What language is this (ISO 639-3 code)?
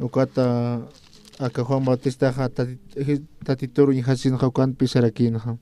aym